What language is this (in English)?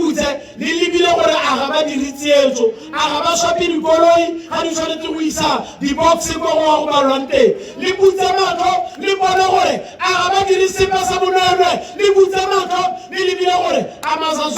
Tswana